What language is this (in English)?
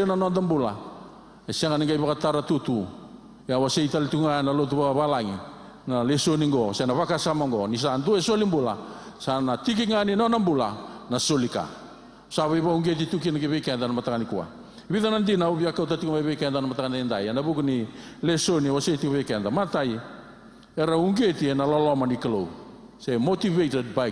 Fijian